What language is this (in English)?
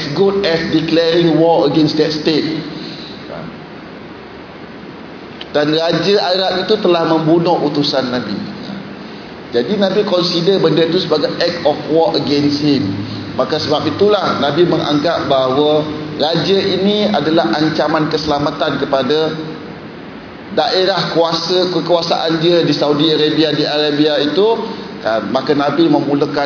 Malay